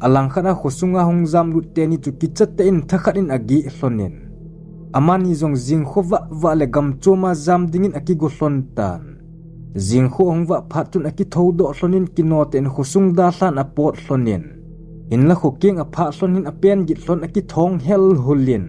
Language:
Thado Chin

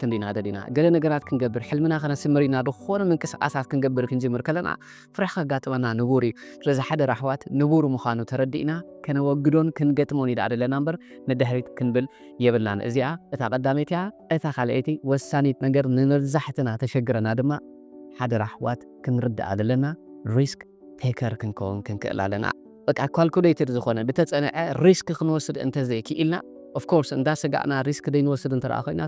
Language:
Tigrinya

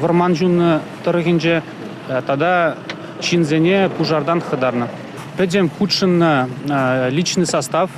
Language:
Chuvash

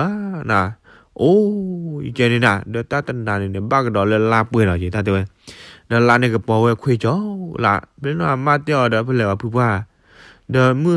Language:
S'gaw Karen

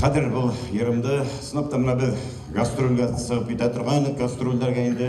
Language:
Bashkir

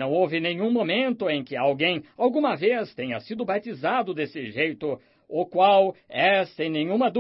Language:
Portuguese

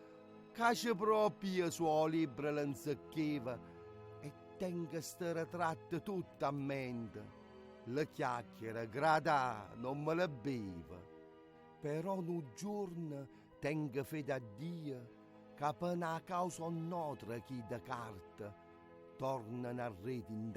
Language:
Neapolitan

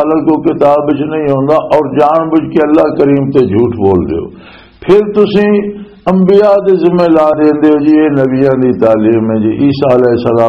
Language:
Western Panjabi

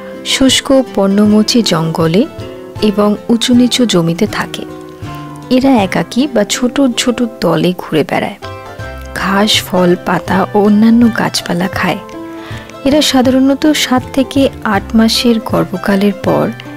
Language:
Bangla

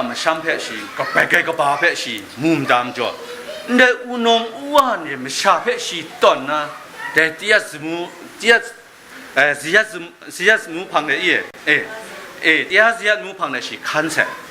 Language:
Kachin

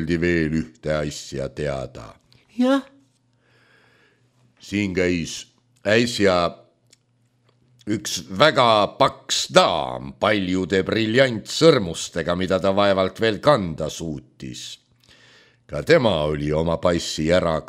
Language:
Estonian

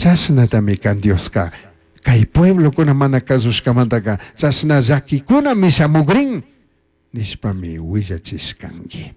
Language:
Chimborazo Highland Quichua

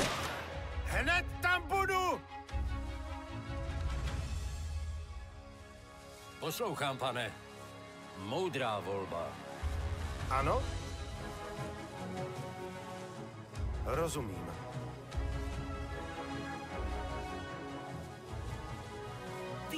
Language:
Czech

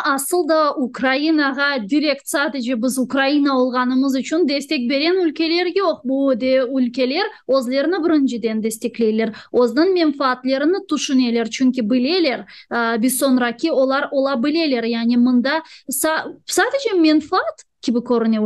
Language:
Crimean Tatar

